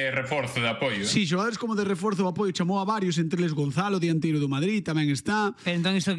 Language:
Galician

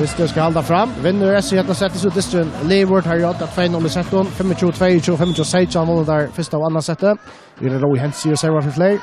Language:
Faroese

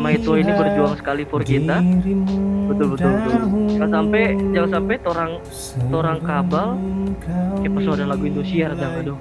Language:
Manado Malay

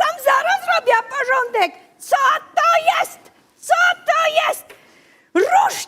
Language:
Silesian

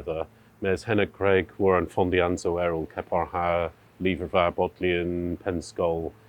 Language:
Cornish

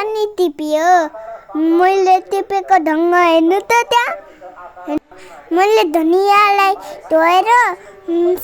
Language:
Nepali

